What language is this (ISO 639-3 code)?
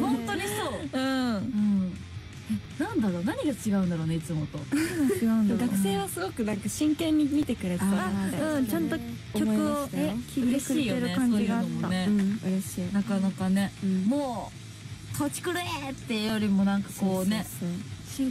jpn